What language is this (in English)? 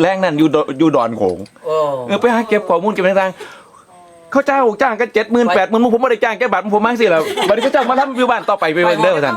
Lao